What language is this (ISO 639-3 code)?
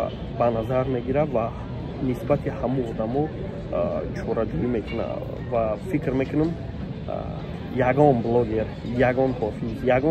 tgk